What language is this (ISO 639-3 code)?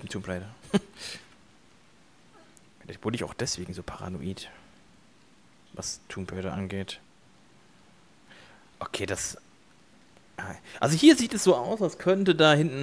deu